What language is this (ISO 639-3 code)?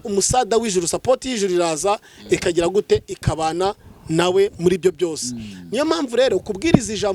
kin